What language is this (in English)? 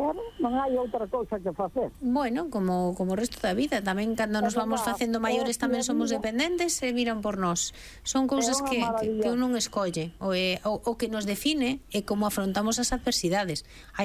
Galician